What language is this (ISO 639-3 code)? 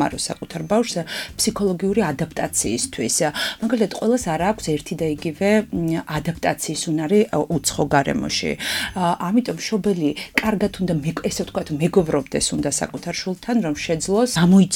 kat